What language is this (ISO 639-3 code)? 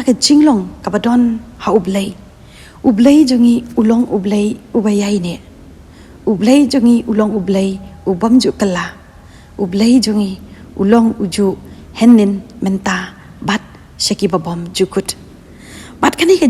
kha